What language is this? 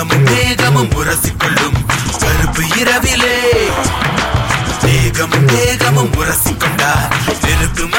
Tamil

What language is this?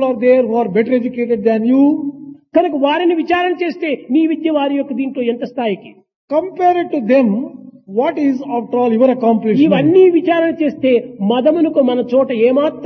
Telugu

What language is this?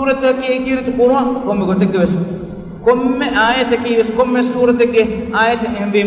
Divehi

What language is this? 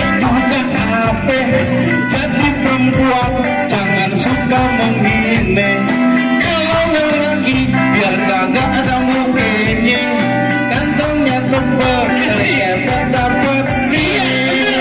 Betawi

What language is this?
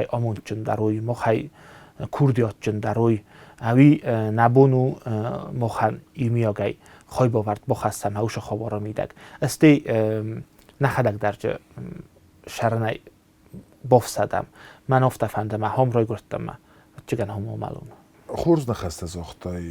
Ossetic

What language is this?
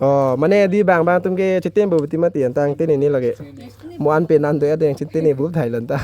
Karbi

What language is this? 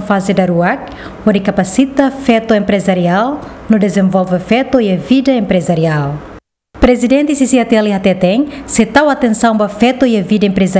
Tetum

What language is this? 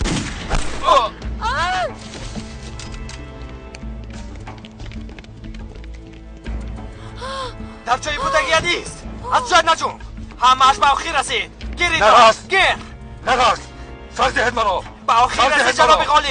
Persian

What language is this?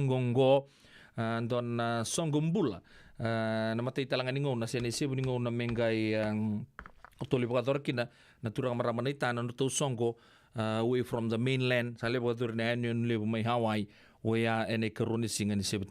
Fijian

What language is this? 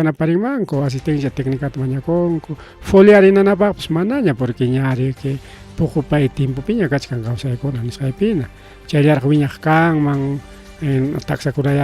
Ayacucho Quechua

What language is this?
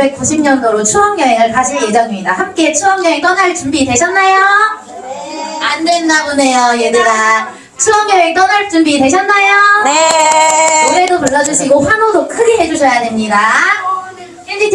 Korean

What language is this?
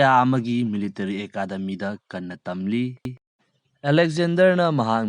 Manipuri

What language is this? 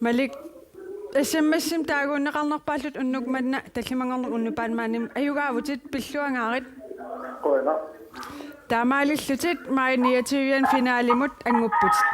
Kalaallisut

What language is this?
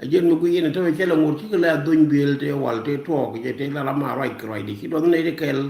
Nuer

